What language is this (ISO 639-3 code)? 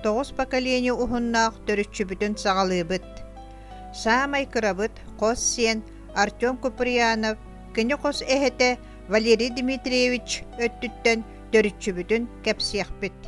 sah